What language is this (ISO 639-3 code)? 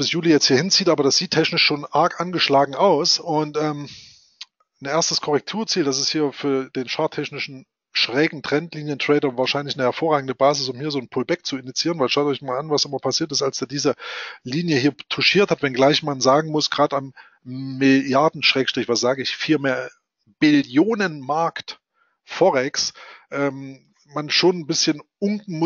deu